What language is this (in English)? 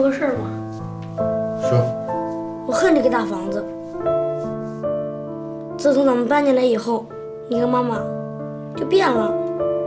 Chinese